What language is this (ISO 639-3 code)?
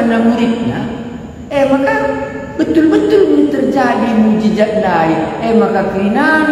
btx